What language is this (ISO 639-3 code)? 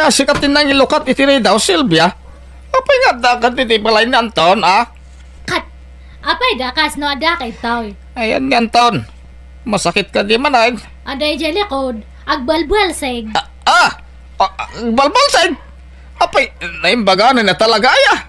ilo